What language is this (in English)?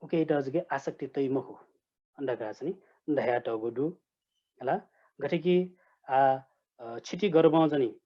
Newari